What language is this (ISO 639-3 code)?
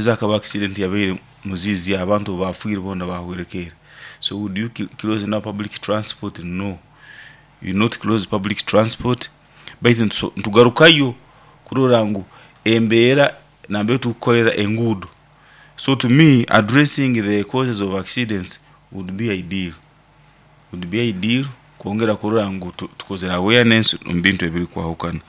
nyn